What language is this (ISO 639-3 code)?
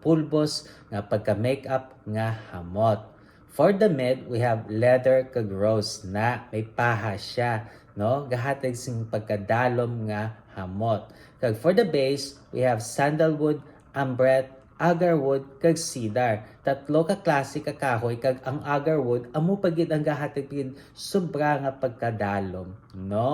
hil